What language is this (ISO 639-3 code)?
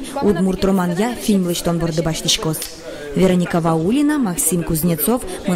udm